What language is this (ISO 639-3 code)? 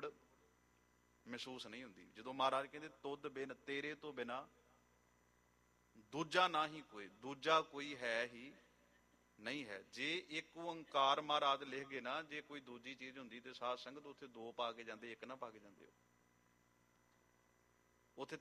pan